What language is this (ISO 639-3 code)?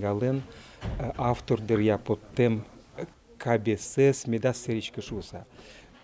udm